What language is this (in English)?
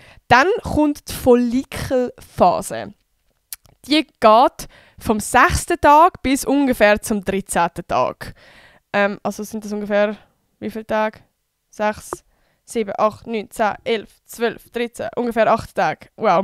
Swiss German